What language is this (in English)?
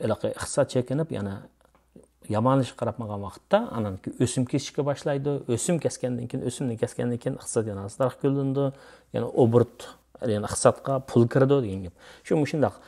Uyghur